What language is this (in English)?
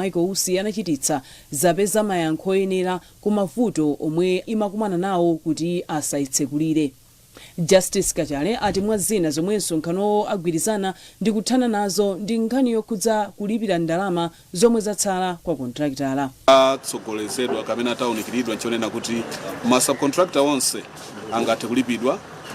Nyanja